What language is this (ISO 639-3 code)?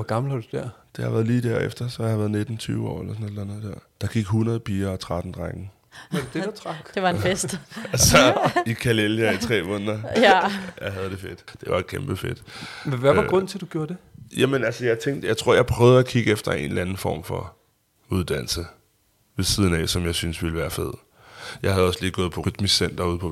dan